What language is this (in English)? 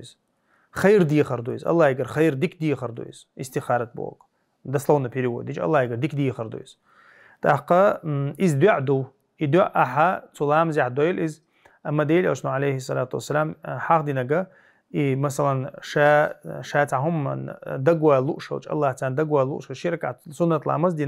Chechen